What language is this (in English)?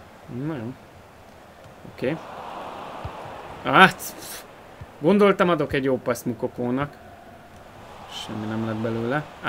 Hungarian